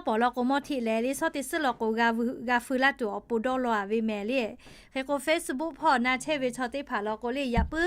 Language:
Lahu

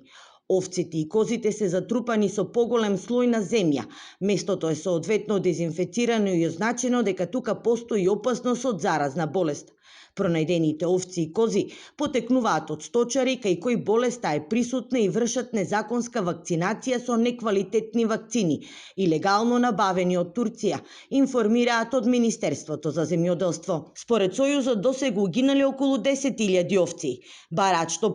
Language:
Macedonian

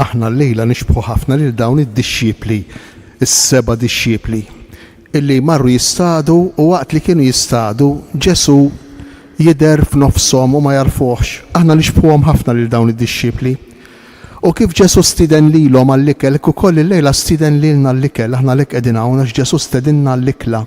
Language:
Maltese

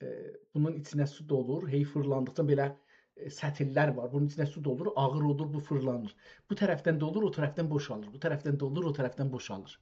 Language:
South Azerbaijani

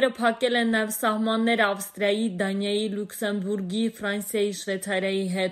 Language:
Armenian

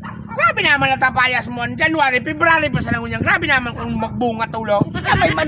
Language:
Bikol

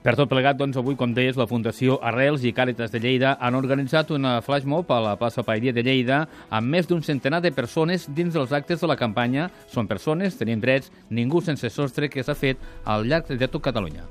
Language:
Catalan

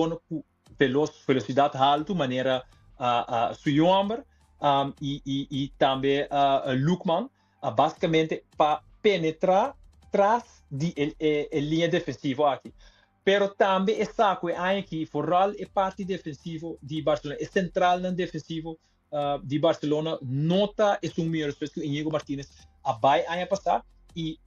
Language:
Papiamento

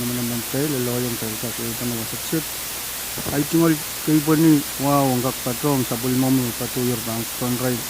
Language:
Pohnpeian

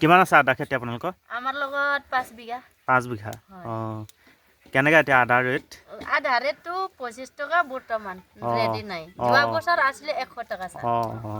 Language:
Assamese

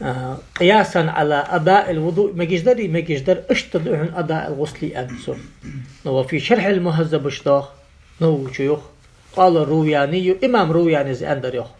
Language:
Ingush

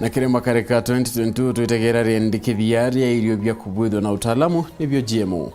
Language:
Meru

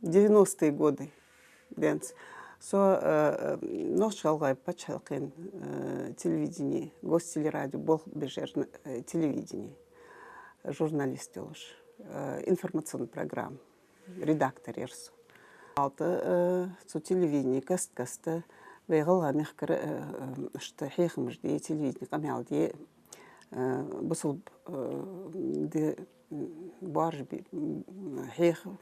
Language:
Ingush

